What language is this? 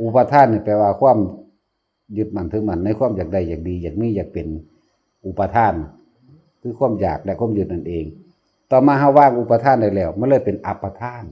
Northeastern Thai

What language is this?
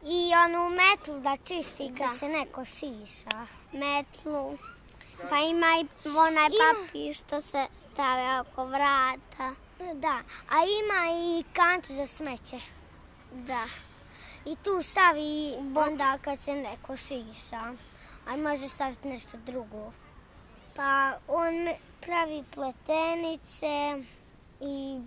Bosnian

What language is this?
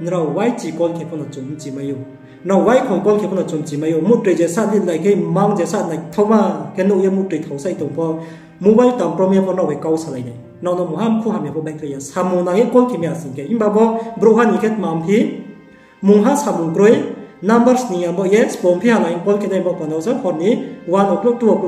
Riang (India)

